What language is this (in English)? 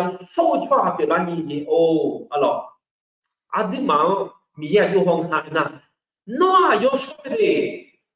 Akha